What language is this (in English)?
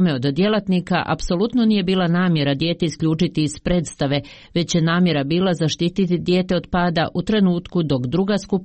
Croatian